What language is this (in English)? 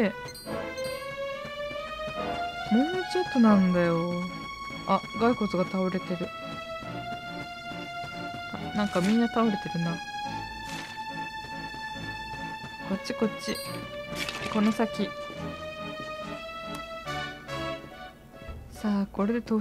Japanese